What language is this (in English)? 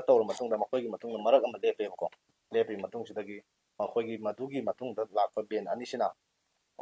Manipuri